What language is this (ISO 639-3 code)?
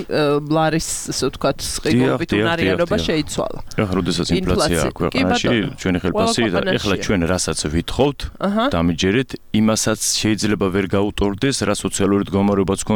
kat